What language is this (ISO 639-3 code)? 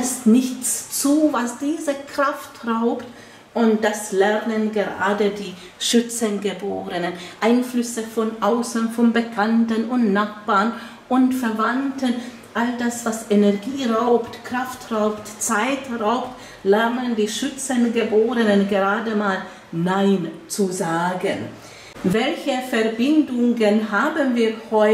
deu